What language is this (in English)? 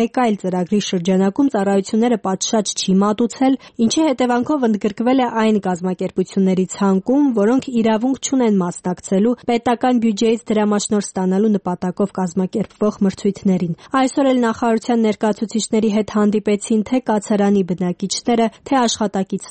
Armenian